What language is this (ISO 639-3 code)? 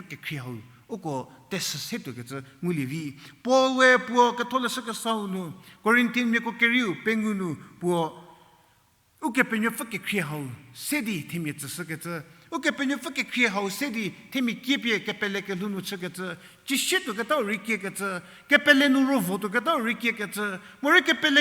njm